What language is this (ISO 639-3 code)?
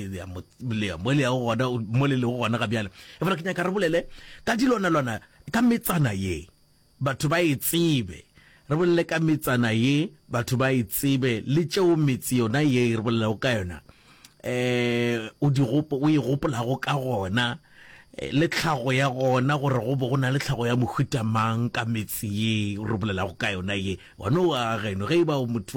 nso